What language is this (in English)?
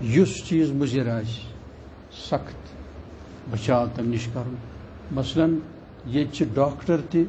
Kashmiri